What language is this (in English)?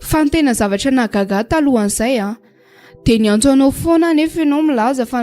Malagasy